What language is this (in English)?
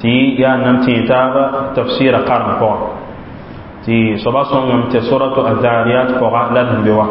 Mossi